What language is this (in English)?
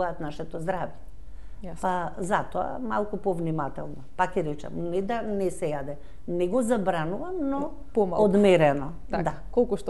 Macedonian